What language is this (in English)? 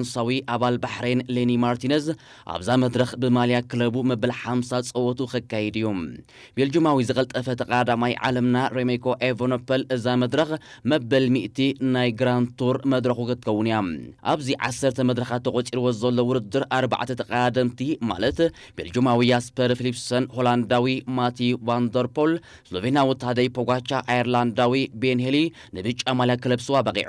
Tigrinya